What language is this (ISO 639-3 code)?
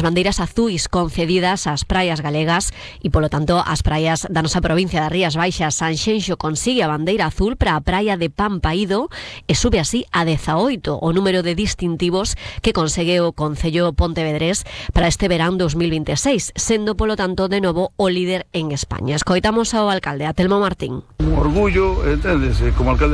glg